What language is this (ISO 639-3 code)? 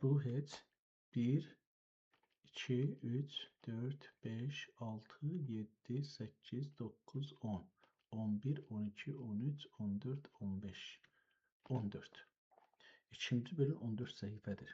azb